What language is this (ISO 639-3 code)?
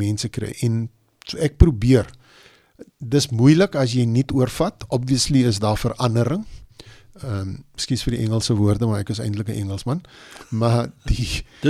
afr